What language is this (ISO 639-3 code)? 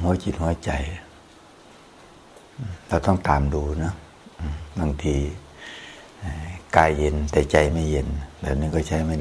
tha